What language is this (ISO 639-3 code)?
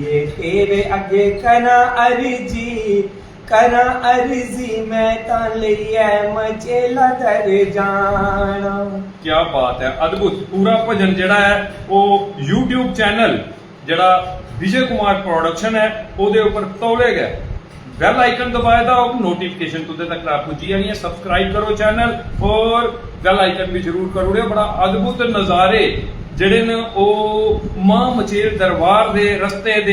doi